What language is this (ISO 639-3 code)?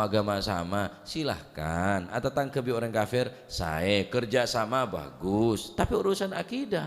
mad